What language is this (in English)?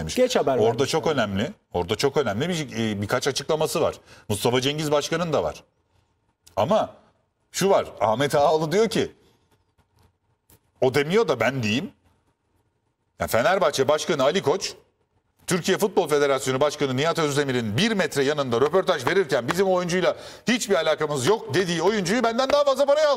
Turkish